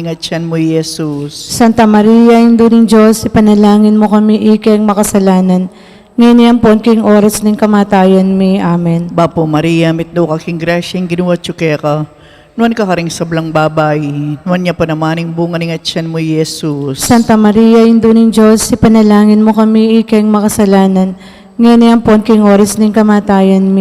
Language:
Pampanga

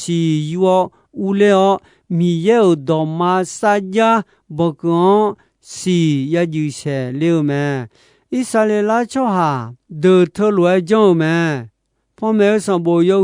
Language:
Akha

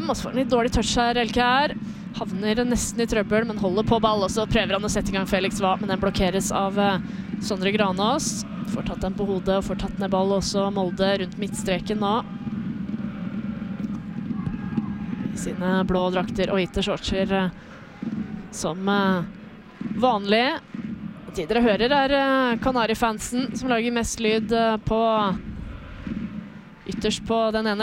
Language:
Norwegian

